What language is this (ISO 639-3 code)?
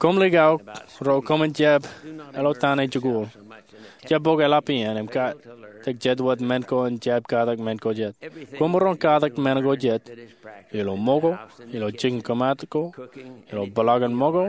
mah